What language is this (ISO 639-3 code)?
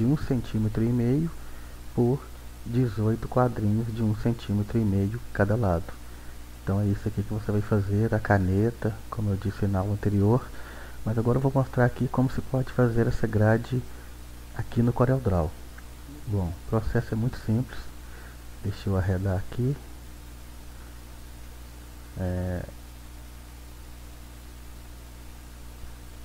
por